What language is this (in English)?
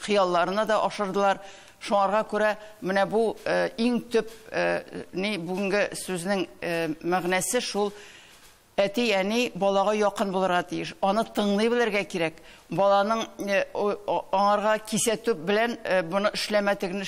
Tatar